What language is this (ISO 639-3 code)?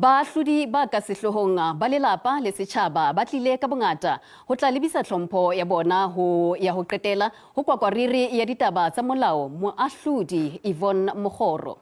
sot